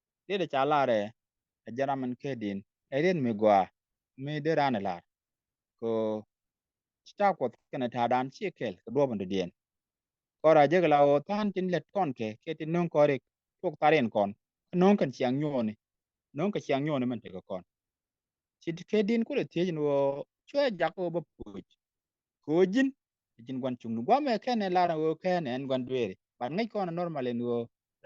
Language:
Nuer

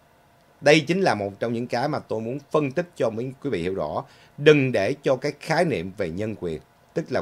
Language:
Vietnamese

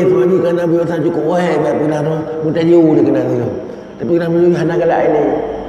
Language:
Achinese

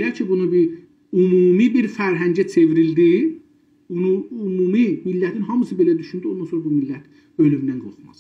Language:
South Azerbaijani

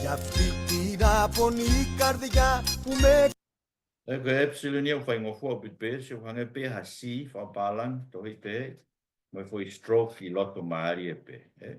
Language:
Tongan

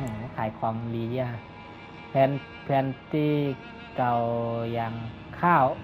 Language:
Shan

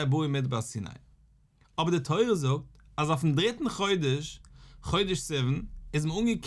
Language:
Yiddish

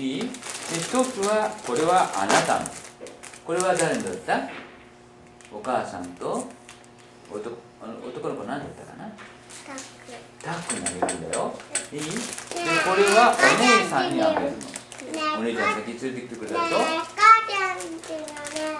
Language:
Japanese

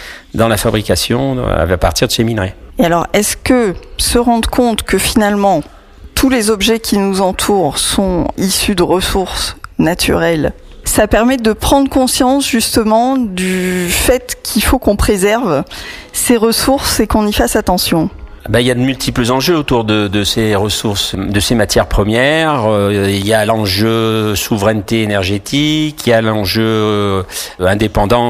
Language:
French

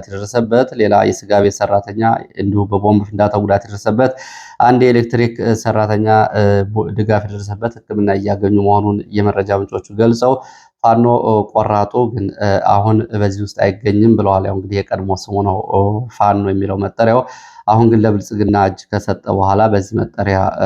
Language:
Amharic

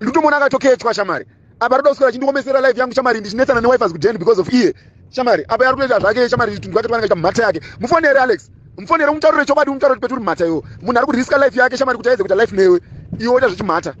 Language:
Shona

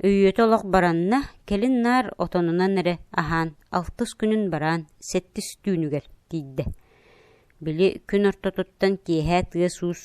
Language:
Yakut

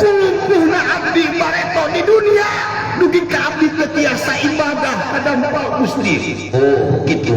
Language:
Sundanese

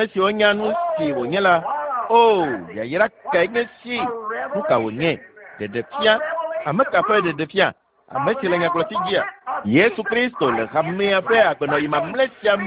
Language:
Ewe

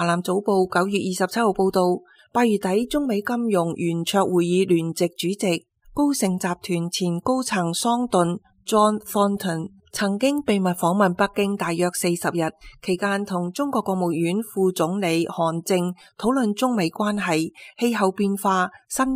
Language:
Cantonese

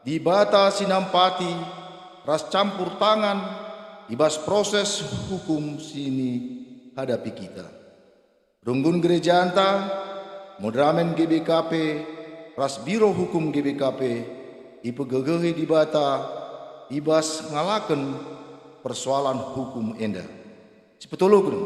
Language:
Batak Karo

